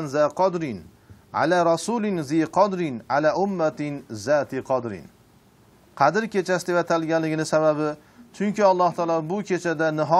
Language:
Uzbek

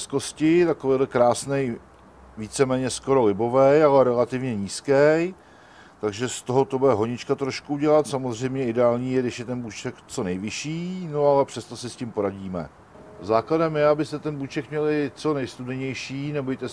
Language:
Czech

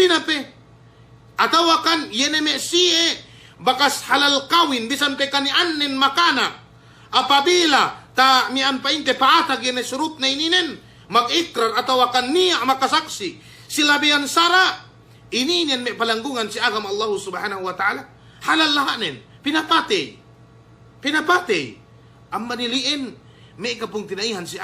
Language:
Yakan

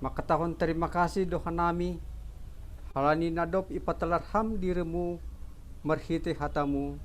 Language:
Batak Simalungun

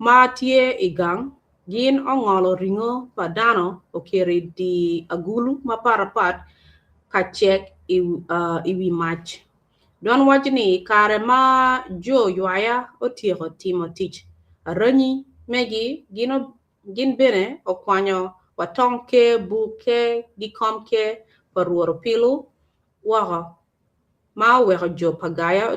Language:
Acoli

